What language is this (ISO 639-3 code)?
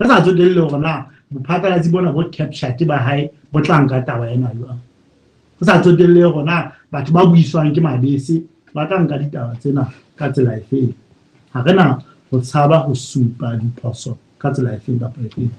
sot